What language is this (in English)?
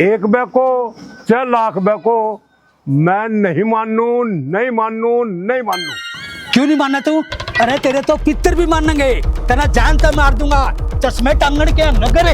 Haryanvi